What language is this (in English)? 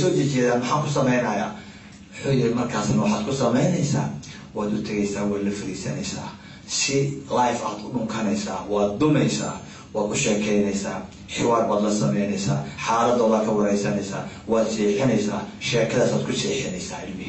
Somali